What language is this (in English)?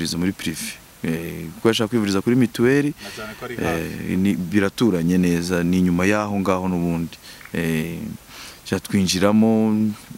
Kinyarwanda